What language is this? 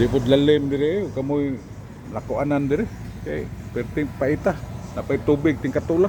Cebuano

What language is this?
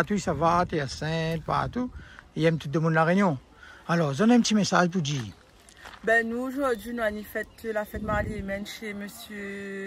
Réunion Creole French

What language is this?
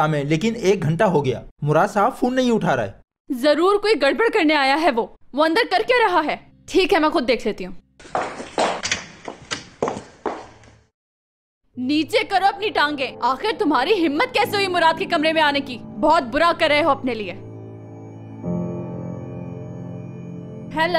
Hindi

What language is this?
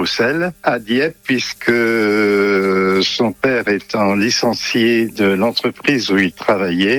French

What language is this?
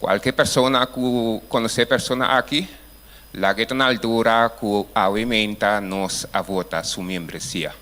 Papiamento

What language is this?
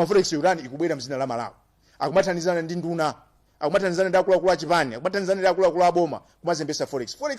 Nyanja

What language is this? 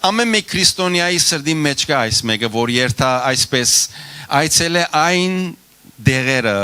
Western Armenian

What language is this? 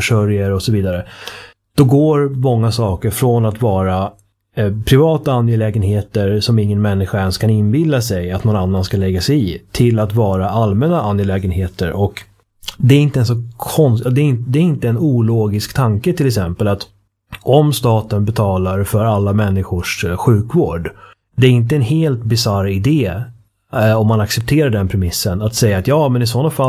Swedish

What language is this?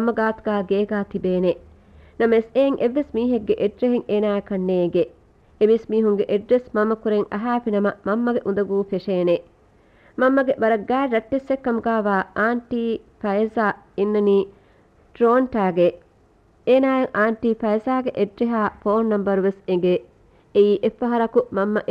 Divehi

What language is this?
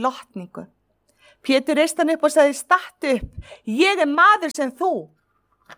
Icelandic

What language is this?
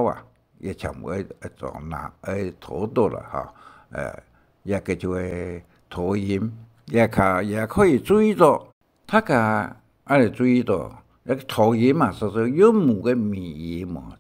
Hakka Chinese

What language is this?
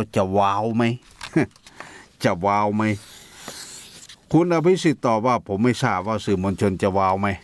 Thai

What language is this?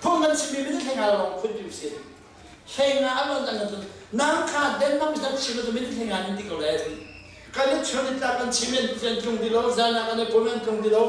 Hakha Chin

